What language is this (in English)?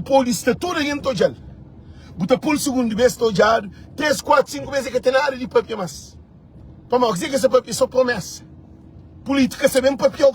Kabuverdianu